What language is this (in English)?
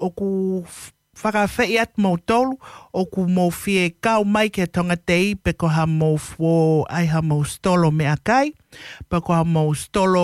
Tongan